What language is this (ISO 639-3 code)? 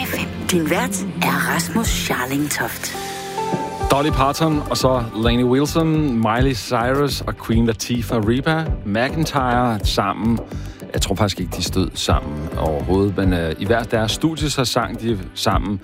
dan